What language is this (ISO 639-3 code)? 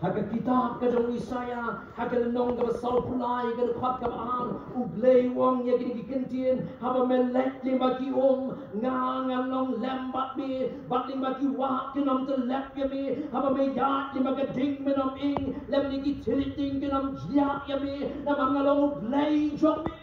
kha